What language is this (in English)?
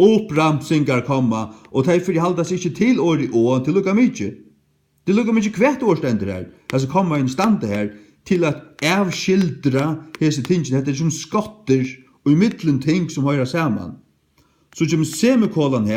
Faroese